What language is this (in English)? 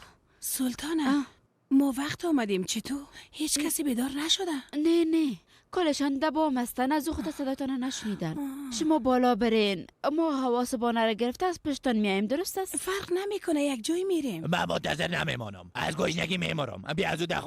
Persian